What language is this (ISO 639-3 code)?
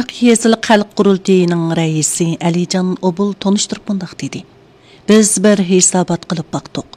uig